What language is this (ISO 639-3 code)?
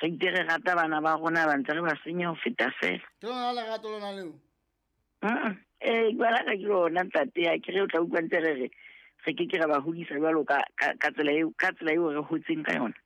sot